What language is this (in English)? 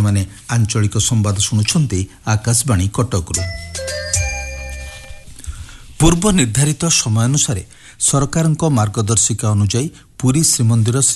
Odia